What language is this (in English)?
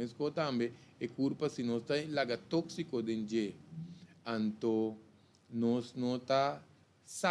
Papiamento